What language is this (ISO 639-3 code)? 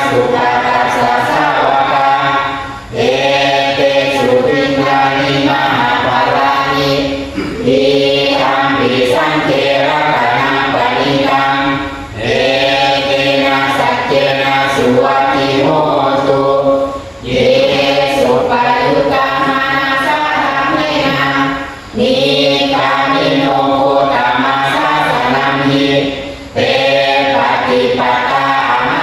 pli